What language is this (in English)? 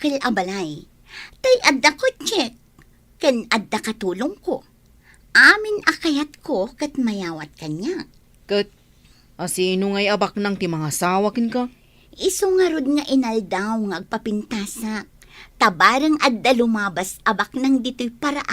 Iloko